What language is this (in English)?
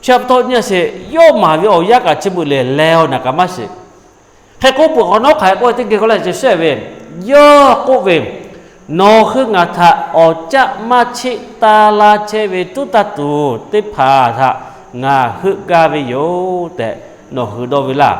Lahu